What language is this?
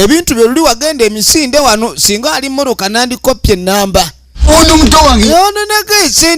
Ganda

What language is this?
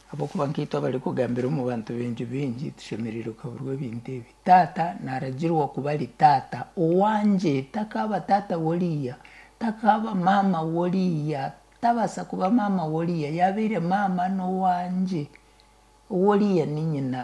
Nyankole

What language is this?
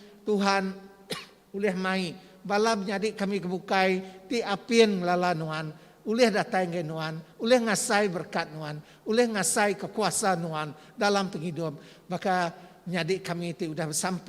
Iban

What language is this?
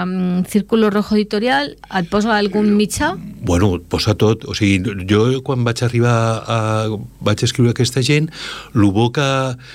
Catalan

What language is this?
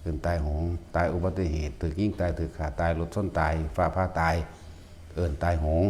Northeastern Thai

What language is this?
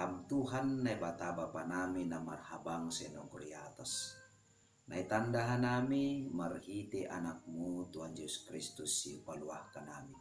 Batak Simalungun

